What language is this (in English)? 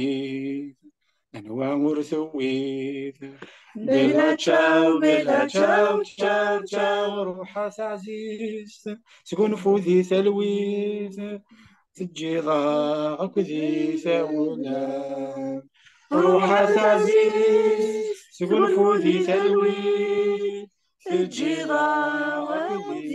Kabyle